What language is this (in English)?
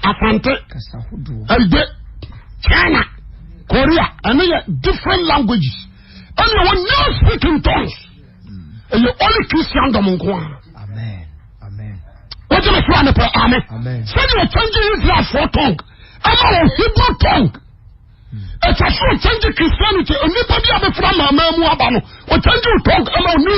Akan